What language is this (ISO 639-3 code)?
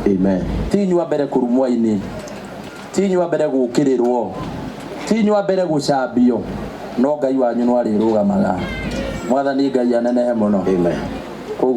kik